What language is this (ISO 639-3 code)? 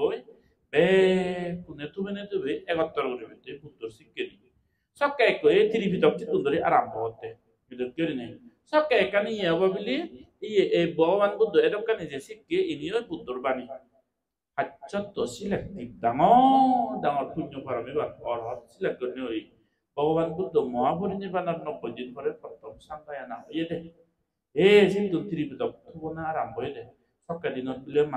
ccp